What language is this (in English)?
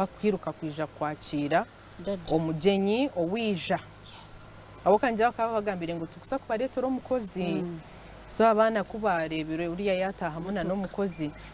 Nyankole